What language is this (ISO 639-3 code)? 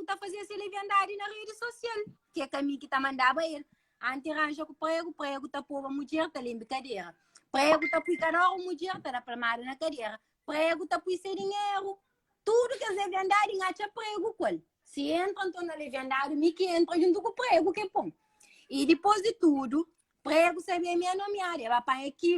kea